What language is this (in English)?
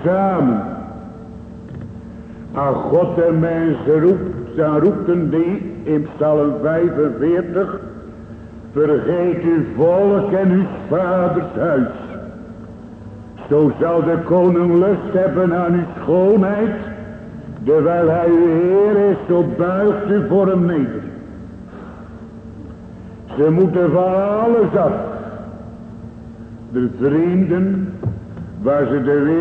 Dutch